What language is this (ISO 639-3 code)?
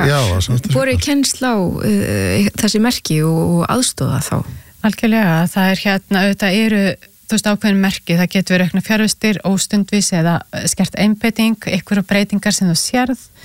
isl